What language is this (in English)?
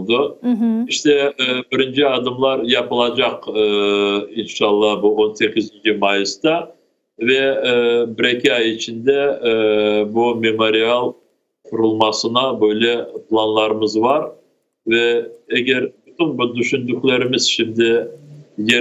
Crimean Tatar